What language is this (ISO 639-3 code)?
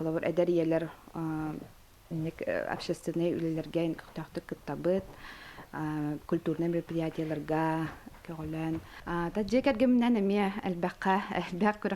sah